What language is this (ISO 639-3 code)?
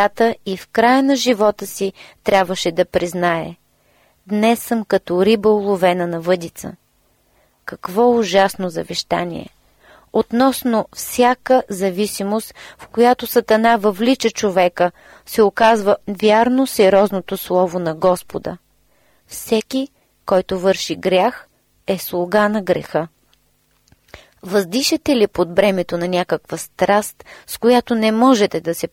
bul